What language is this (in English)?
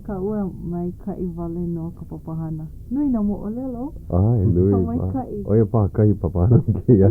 Hawaiian